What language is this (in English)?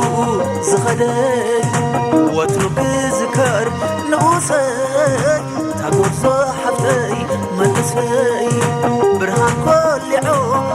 Tigrinya